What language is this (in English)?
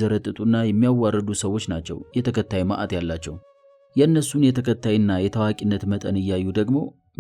Amharic